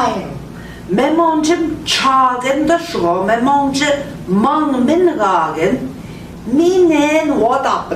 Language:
Central Ojibwa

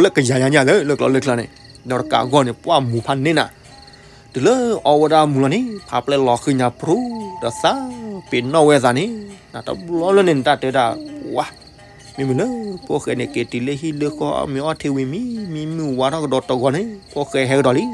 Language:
S'gaw Karen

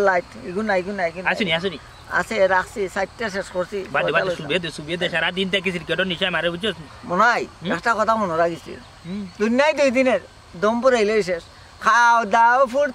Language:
Sylheti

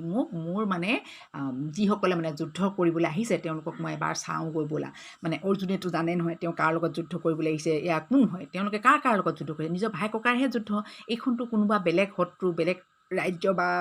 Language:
Assamese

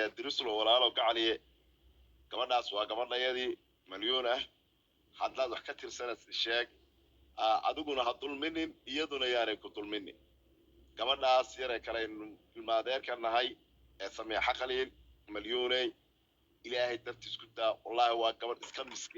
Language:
Somali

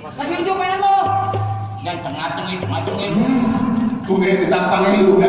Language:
Betawi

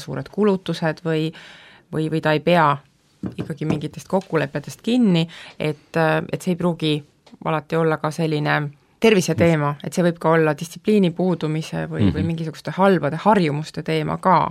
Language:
Estonian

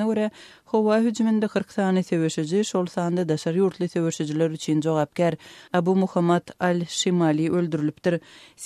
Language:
Turkmen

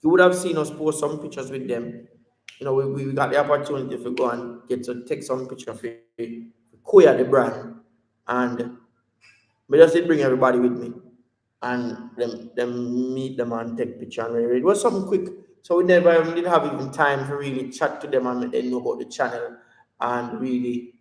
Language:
Jamaican Creole English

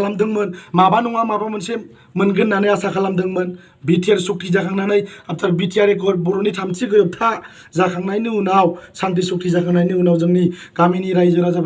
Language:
Bodo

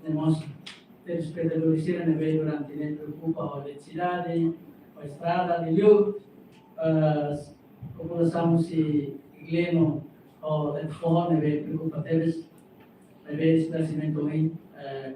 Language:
Tetum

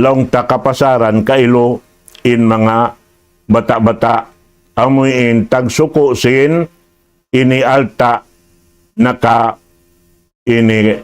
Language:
Tausug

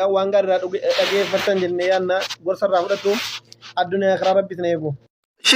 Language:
Oromo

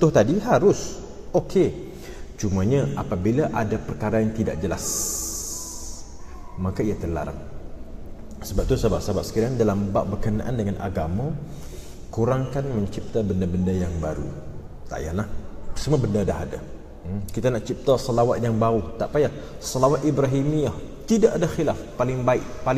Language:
Malay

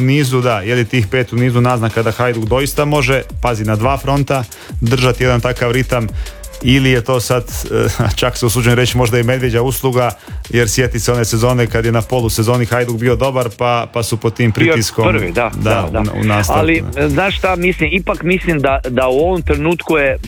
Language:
Croatian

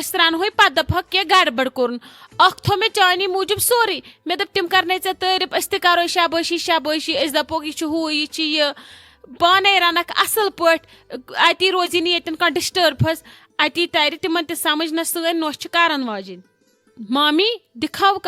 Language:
Kashmiri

